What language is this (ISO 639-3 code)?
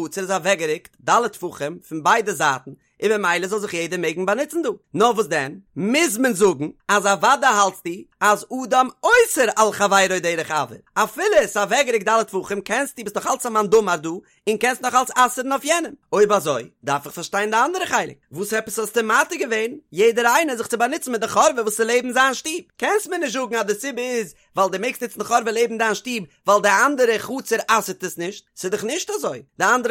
yid